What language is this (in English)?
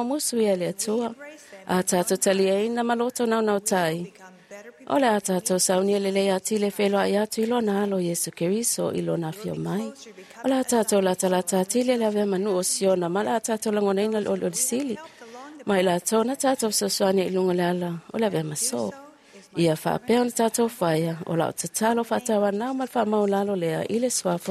Samoan